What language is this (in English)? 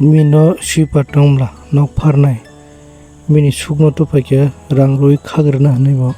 Kok Borok